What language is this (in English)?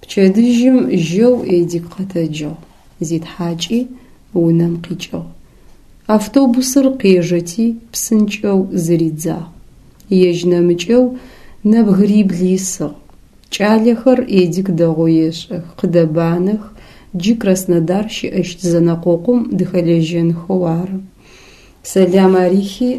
Adyghe